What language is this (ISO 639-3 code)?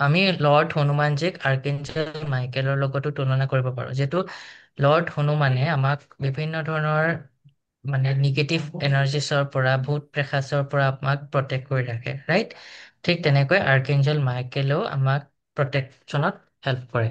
asm